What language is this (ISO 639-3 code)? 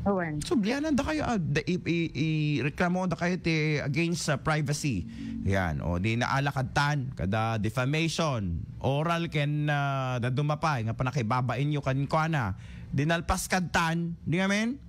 ilo